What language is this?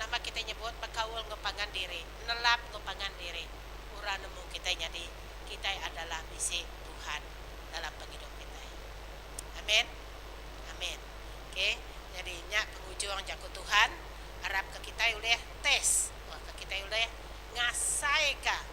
Iban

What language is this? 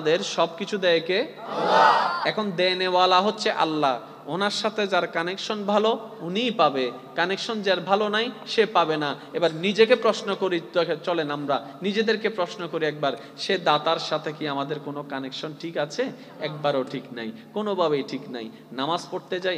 Bangla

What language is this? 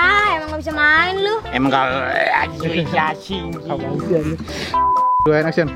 Betawi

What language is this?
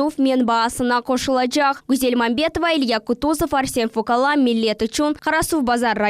Crimean Tatar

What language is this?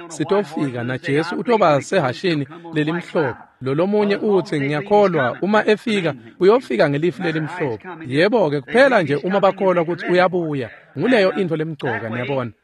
Swati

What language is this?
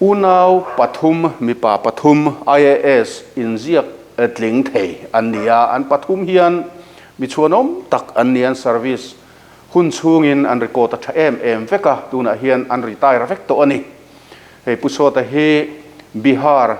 Mizo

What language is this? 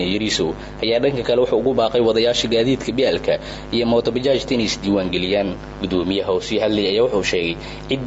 Somali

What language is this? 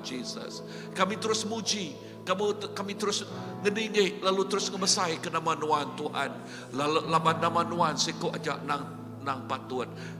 Iban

